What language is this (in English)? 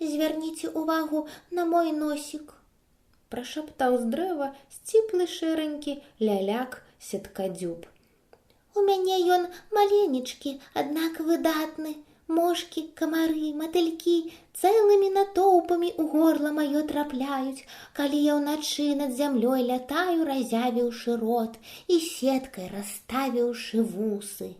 Belarusian